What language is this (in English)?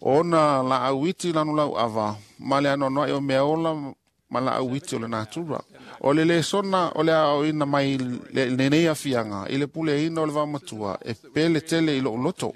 Samoan